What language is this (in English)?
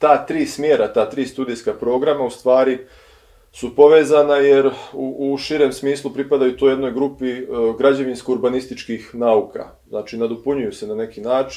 Bosnian